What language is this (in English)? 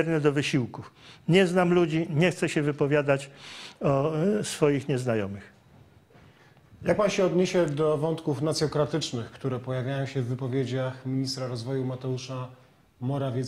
Polish